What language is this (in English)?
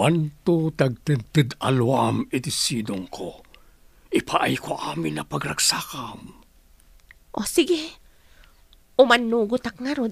Iloko